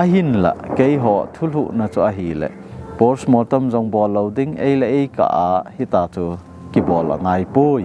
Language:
Thado Chin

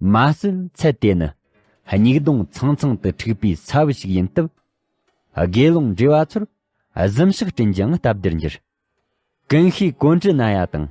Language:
Tibetan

